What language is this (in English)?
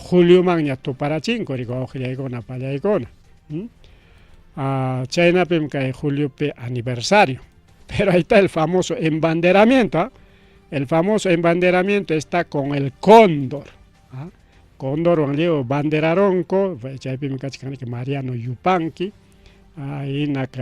Ayacucho Quechua